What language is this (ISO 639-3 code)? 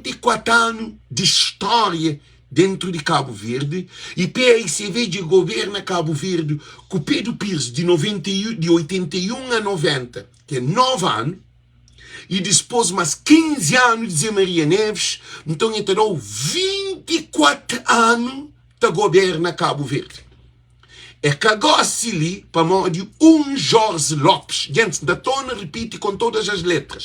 kea